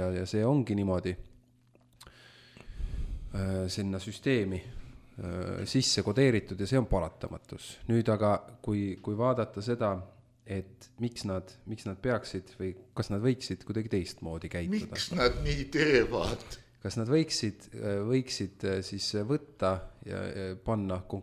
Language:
Estonian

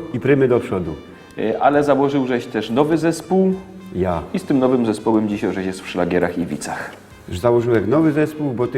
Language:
Silesian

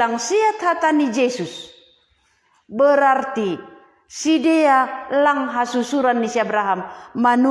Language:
Batak Simalungun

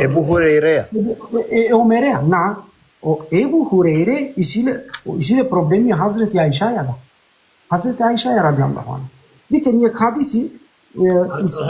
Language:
Balkan Romani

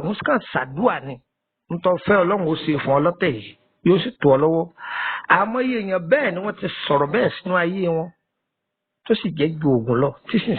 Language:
Yoruba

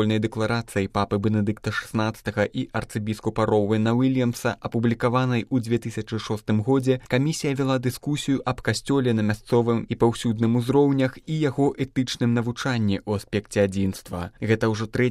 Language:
Belarusian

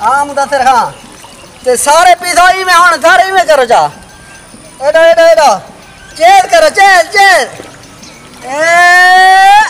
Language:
Saraiki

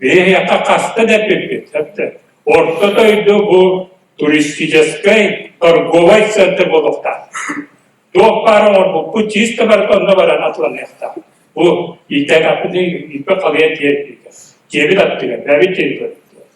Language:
Yakut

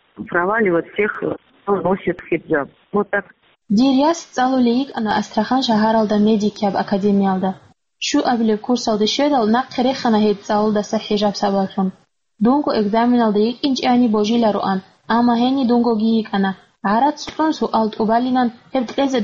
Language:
Avaric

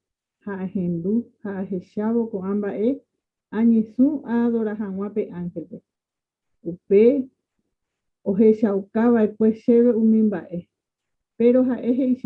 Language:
Guarani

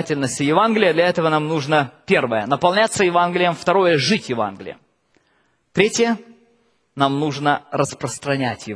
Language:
Russian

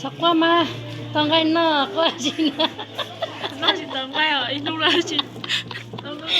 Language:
Hmong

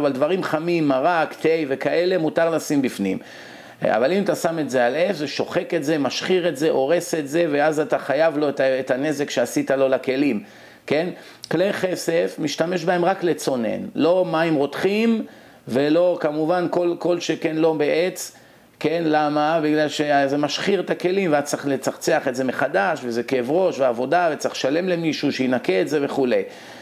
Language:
Hebrew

